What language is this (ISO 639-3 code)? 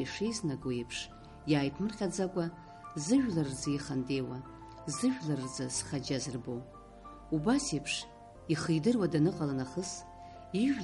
abk